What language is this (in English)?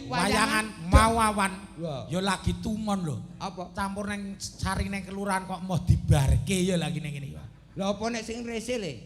Javanese